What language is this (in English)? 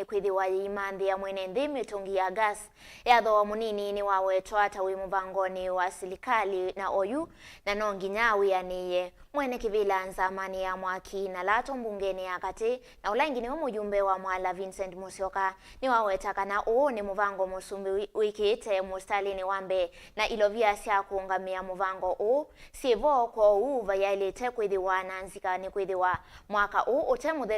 Kamba